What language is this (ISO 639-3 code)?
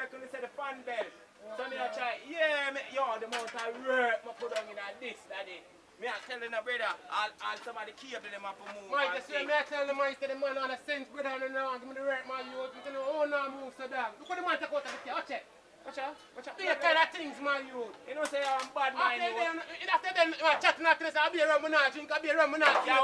jam